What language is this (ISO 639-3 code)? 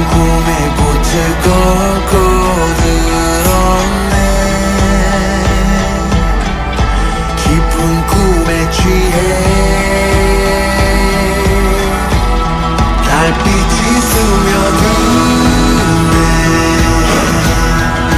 kor